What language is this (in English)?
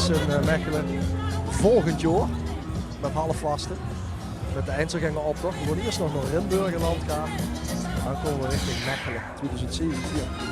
Limburgish